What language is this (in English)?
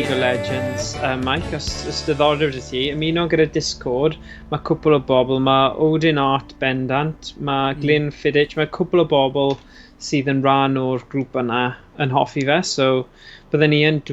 Welsh